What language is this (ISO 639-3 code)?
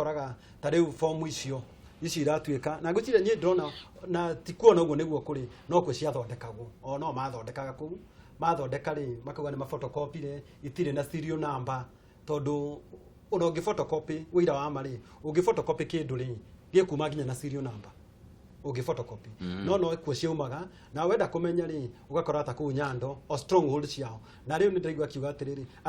kik